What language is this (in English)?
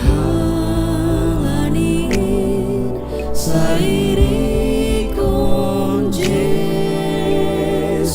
Batak Simalungun